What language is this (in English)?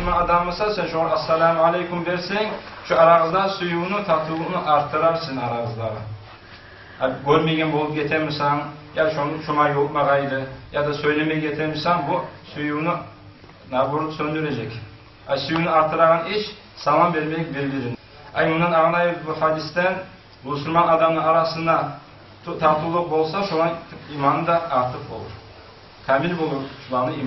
Kumyk